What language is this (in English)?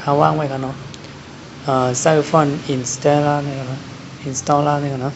Shan